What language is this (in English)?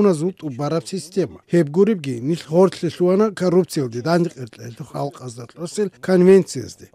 Avaric